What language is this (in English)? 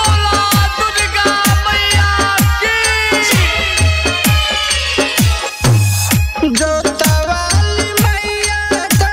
Bhojpuri